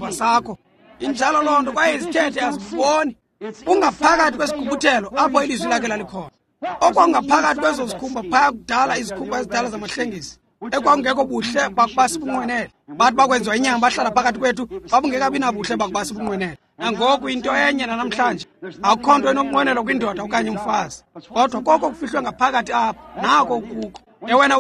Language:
Xhosa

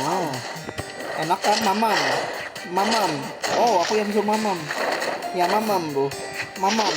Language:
Banjar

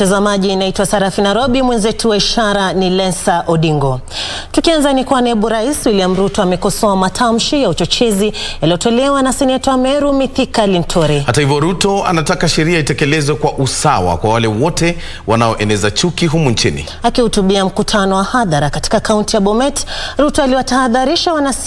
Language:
Swahili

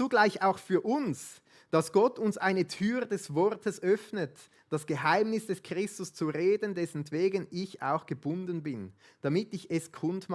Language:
Swiss German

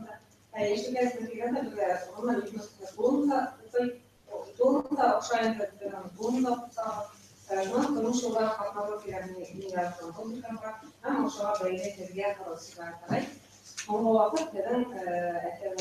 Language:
Bashkir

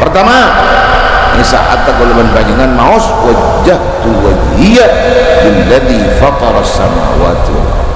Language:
Madurese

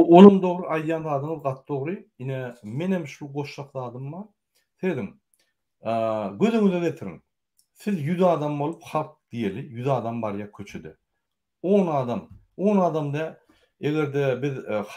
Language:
Turkmen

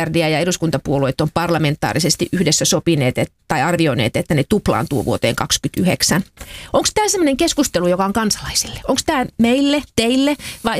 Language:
Finnish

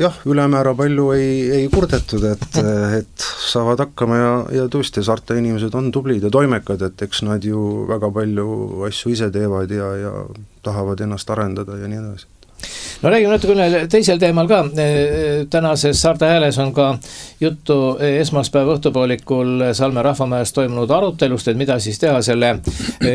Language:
Estonian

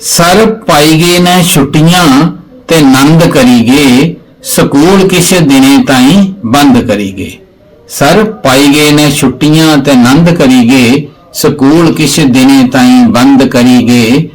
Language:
Dogri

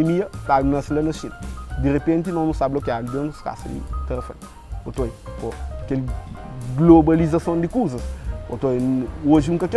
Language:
Kabuverdianu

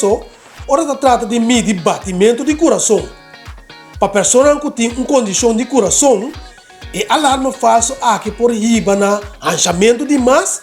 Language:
Papiamento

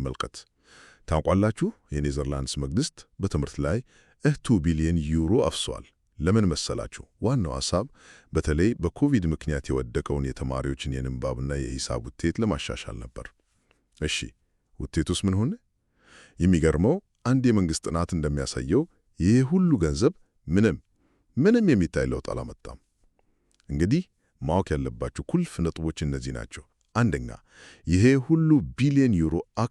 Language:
Amharic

